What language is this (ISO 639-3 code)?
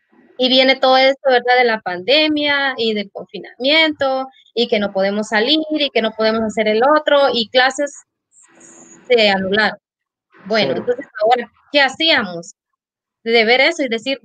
spa